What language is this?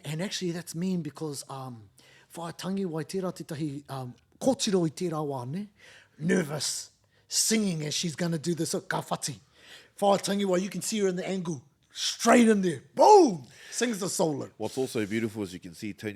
Māori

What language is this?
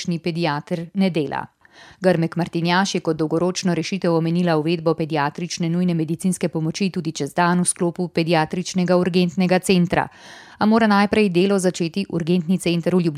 Slovenian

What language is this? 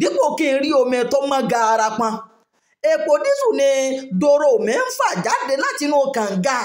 Yoruba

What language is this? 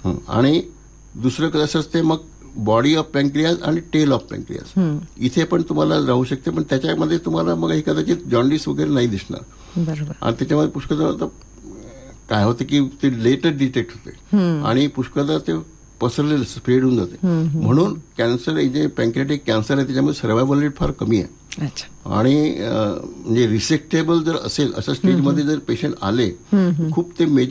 Marathi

